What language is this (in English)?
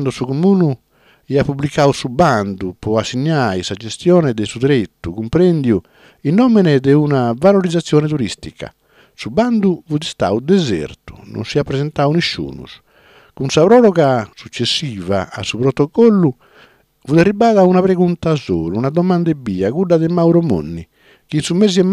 Sardinian